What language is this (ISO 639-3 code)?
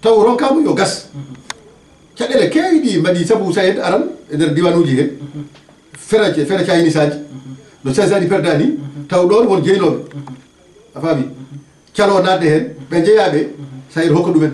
ful